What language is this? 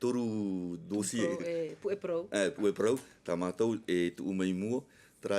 Tahitian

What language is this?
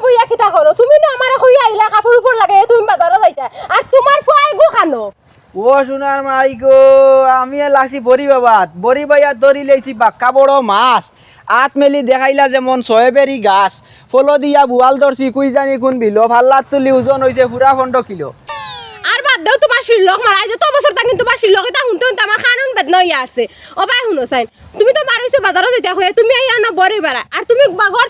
Sylheti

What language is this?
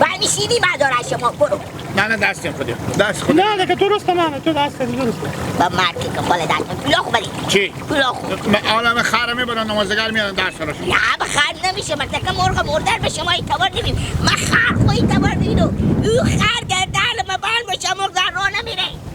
Hazaragi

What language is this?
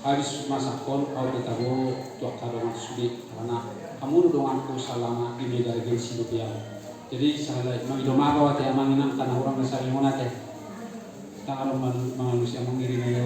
Batak Toba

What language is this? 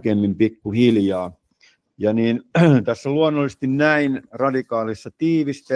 Finnish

